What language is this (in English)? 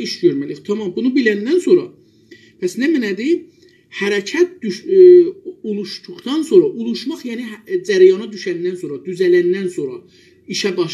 South Azerbaijani